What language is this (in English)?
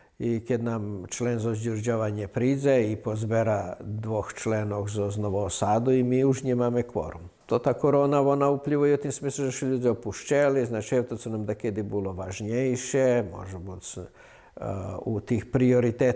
Rusyn